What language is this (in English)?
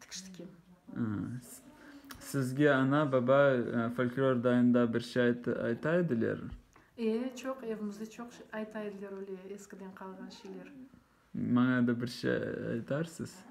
Crimean Tatar